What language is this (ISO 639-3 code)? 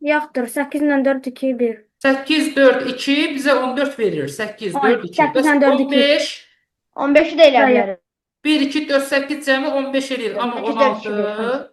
aze